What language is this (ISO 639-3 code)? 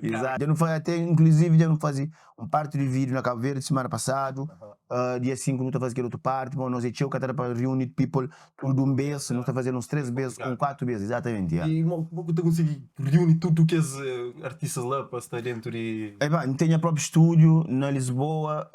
kea